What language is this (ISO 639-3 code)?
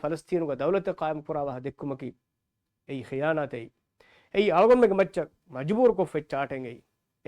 div